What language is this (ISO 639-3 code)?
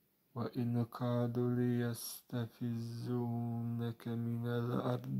ara